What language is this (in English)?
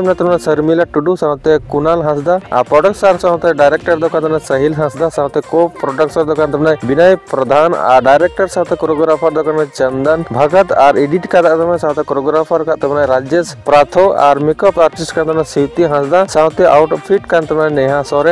Santali